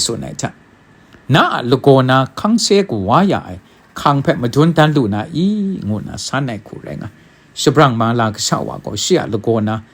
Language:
Kachin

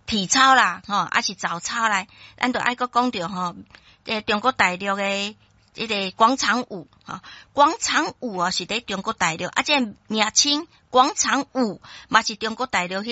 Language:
Min Nan Chinese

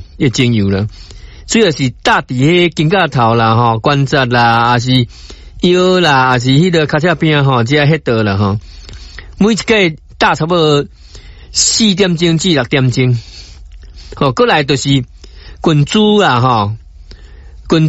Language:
Min Nan Chinese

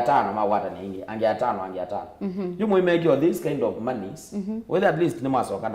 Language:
Kamba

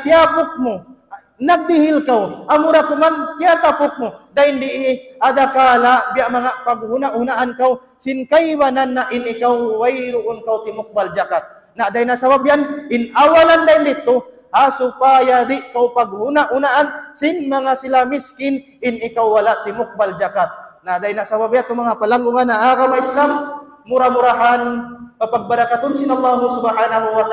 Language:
Tausug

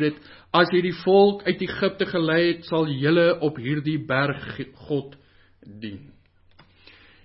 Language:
Afrikaans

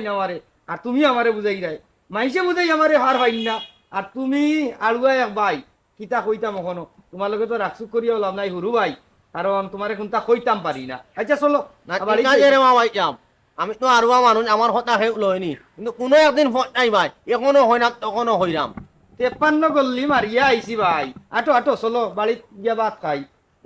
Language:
Sylheti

